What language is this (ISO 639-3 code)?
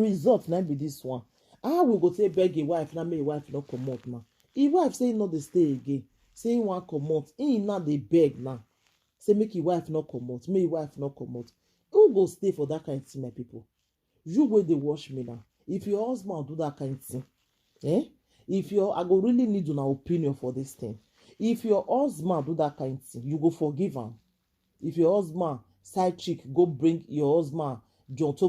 pcm